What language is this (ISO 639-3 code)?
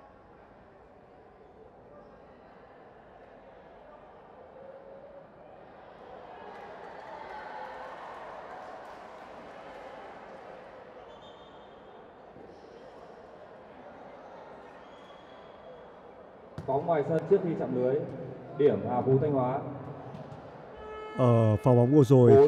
vie